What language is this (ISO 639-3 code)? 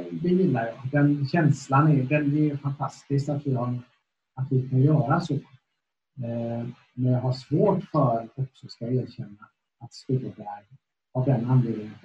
swe